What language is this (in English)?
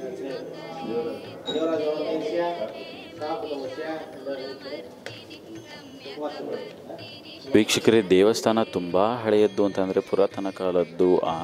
Kannada